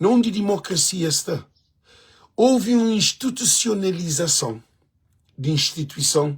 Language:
Kabuverdianu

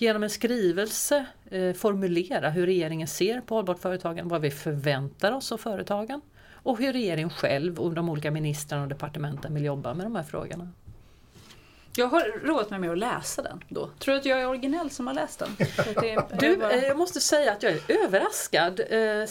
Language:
Swedish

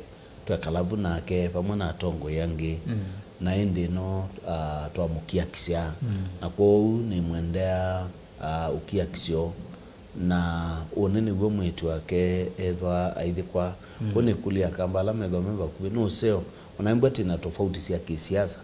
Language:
Kamba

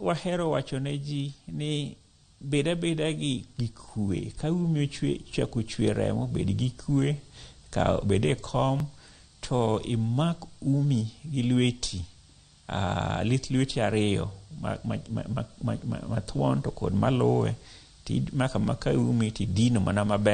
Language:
Luo (Kenya and Tanzania)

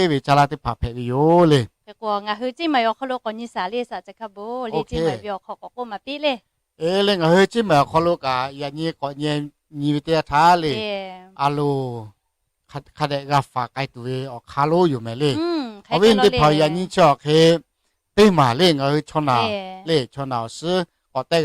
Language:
Lahu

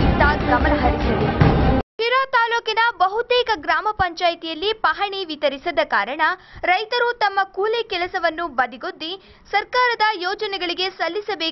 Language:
Kannada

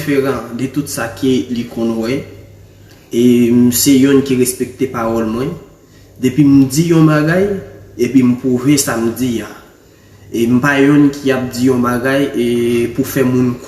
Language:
Haitian Creole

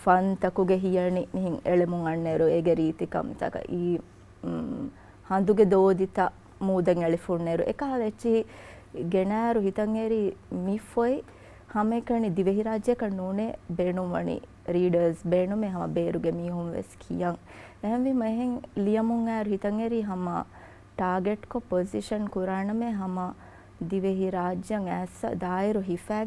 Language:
Divehi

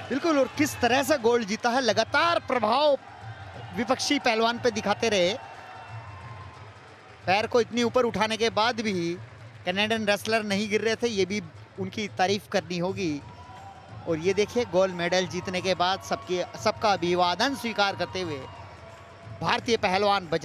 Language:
Hindi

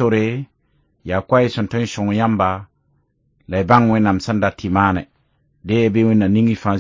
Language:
Mossi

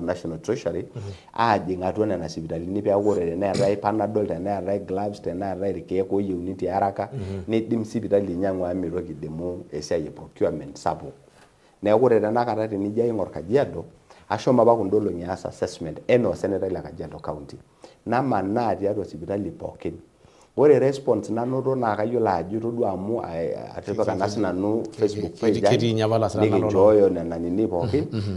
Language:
Masai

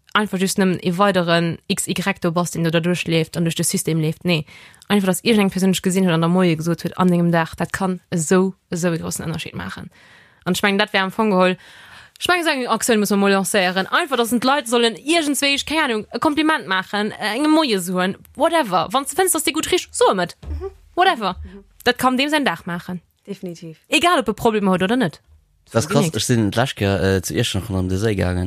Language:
Luxembourgish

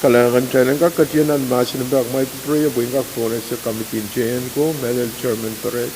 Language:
Pohnpeian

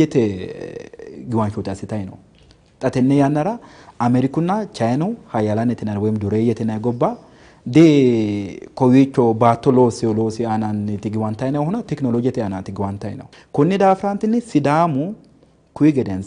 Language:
Sidamo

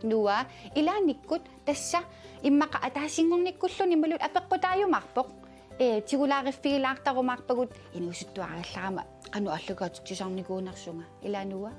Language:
Kalaallisut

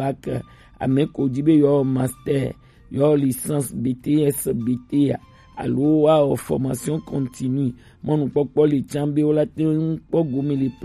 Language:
Gen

